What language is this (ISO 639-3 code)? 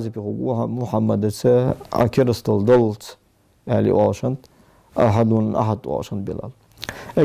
inh